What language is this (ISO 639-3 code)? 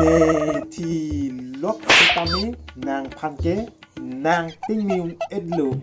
mjw